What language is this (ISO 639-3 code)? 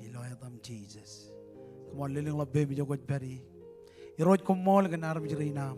mah